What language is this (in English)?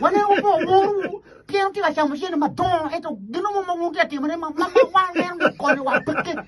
Acoli